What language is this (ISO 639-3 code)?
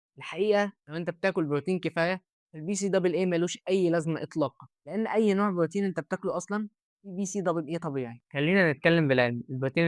arz